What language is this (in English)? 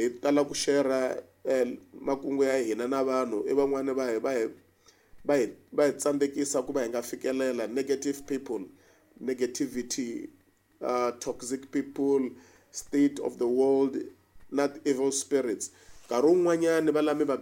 Tsonga